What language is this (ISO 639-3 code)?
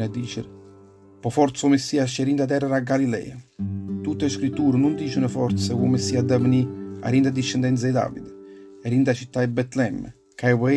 nap